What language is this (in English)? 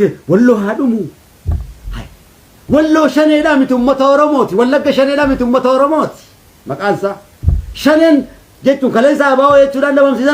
Oromo